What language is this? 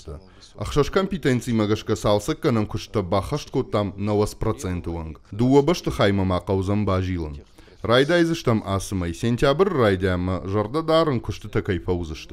Ossetic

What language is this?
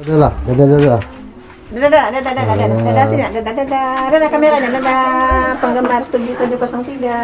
Musi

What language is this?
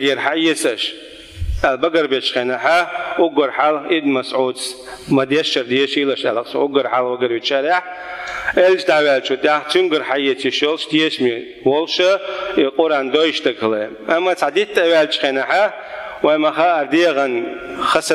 Chechen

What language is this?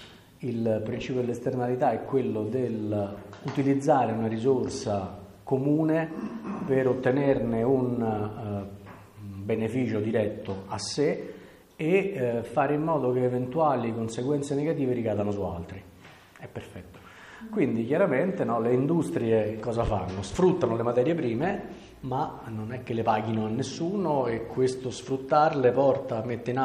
Italian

